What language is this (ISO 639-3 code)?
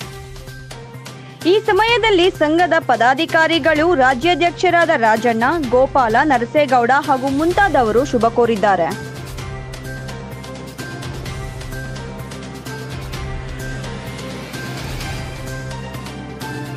kan